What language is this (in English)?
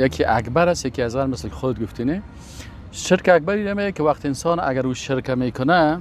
Persian